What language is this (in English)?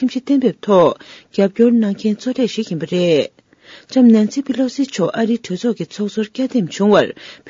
Tibetan